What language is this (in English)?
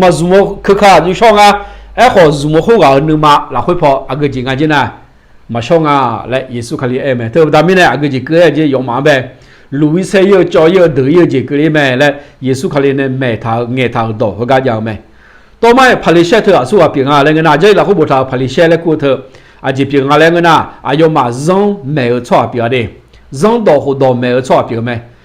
Akha